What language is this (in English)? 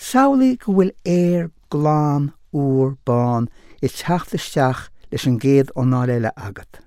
Irish